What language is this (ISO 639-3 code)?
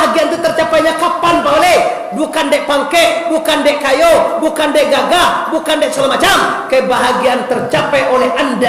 min